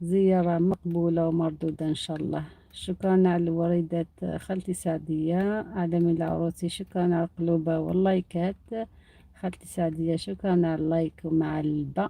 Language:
Algerian Arabic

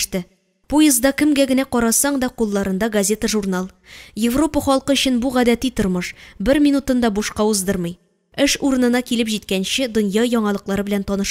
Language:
Tatar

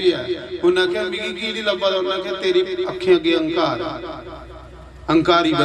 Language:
Dogri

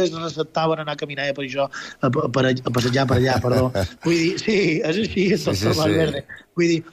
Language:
Catalan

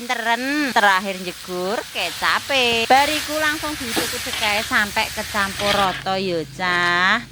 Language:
Javanese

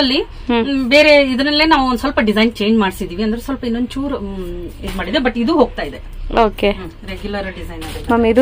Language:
Kannada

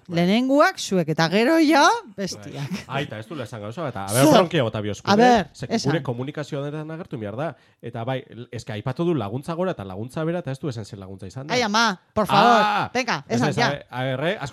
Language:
Basque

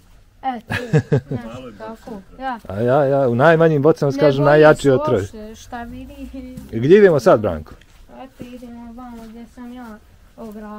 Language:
Bosnian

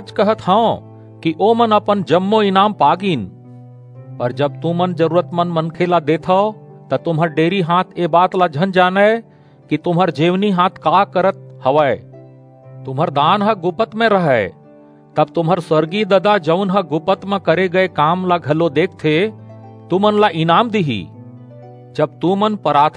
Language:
Chhattisgarhi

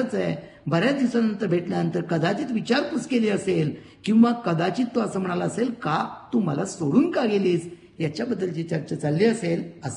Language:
Marathi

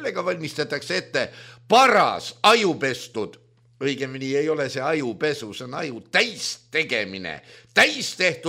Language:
Estonian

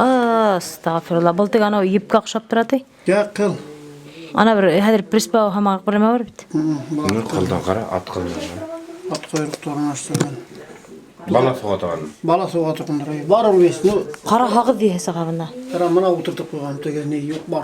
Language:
Bashkir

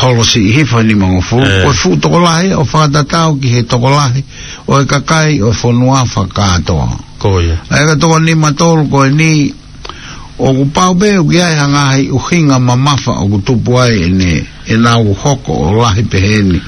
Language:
Tongan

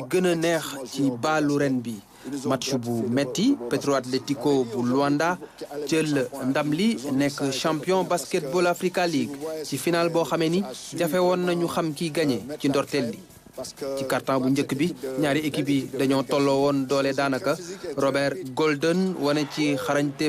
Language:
Wolof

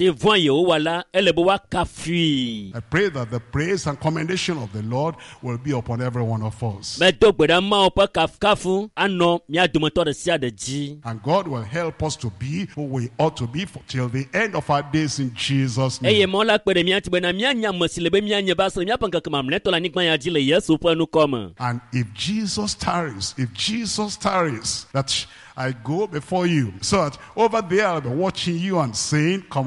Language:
Ewe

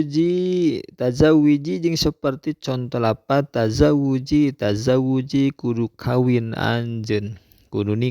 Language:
Sundanese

